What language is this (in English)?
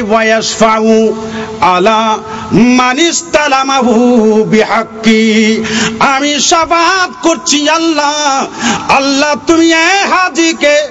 Bangla